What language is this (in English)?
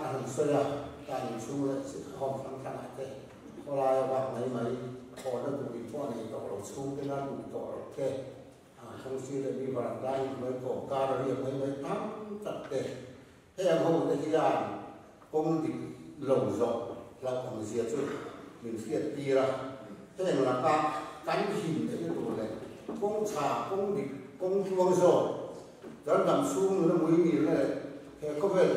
Mizo